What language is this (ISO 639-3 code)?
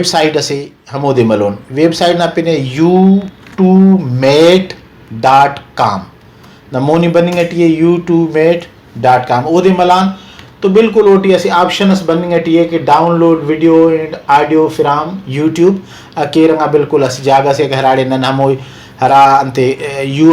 brh